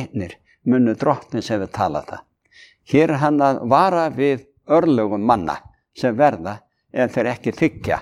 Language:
Icelandic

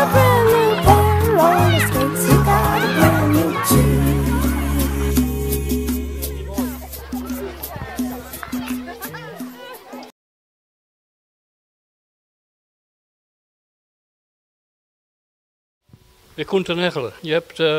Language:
Dutch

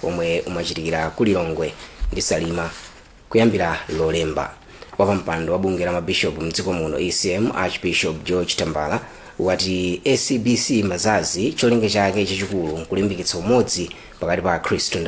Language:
Nyanja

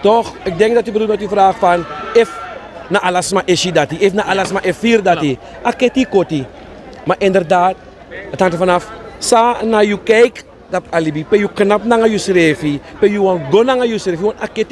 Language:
Sranan Tongo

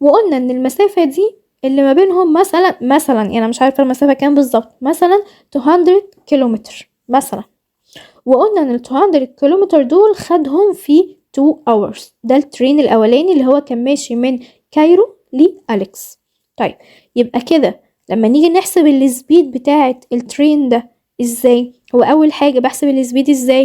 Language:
Egyptian Arabic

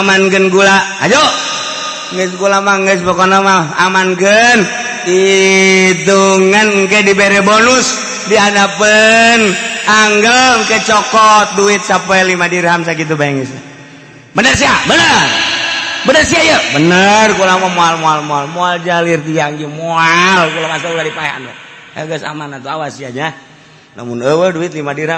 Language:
Sundanese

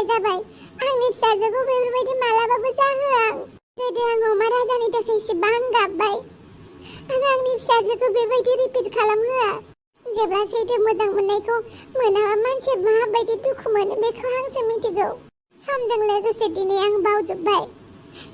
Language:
Bodo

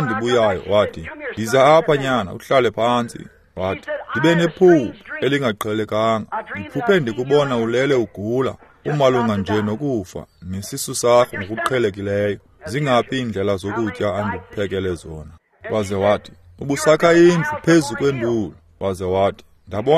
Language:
Xhosa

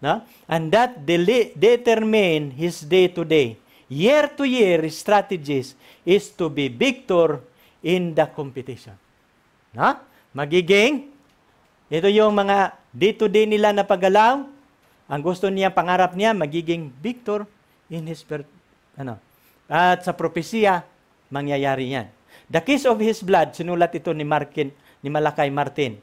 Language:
Filipino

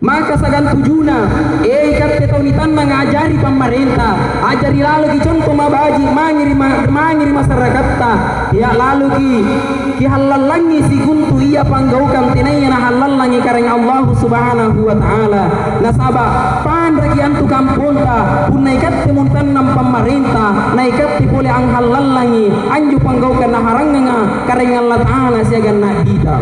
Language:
Makasar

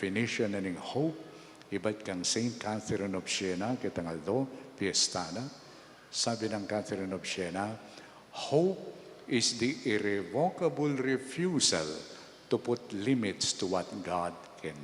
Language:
Pampanga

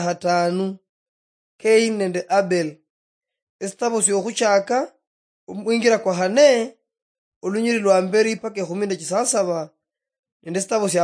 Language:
Luyia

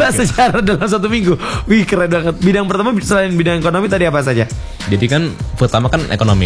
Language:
Indonesian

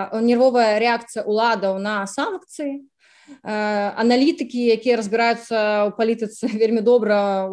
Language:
Belarusian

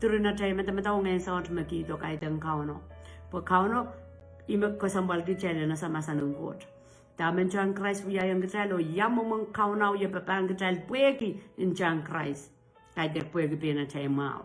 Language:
Pohnpeian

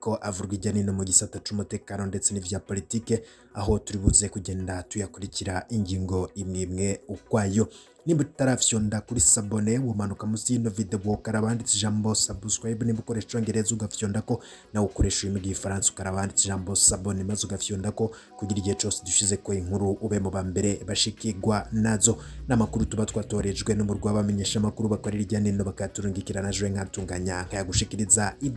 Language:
Rundi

